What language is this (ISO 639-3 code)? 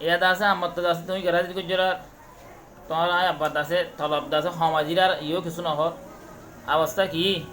rhg